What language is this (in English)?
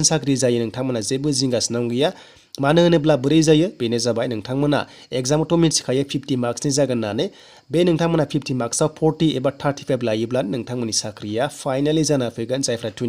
Bodo